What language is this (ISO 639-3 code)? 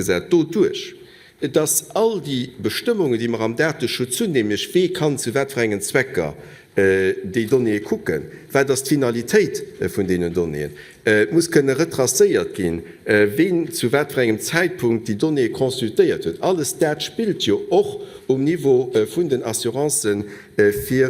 ltz